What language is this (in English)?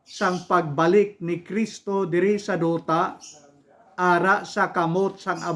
Hiligaynon